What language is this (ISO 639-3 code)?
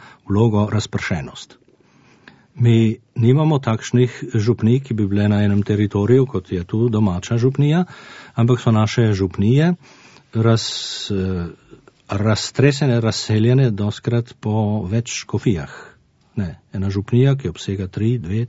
slv